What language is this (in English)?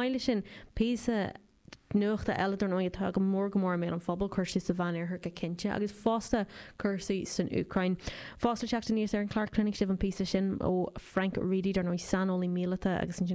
Irish